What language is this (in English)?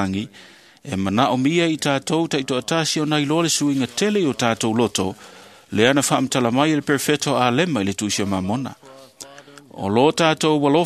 Samoan